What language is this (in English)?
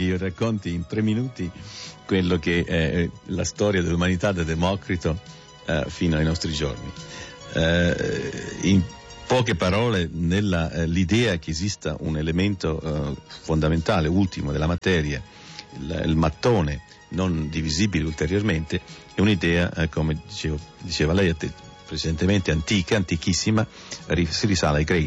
Italian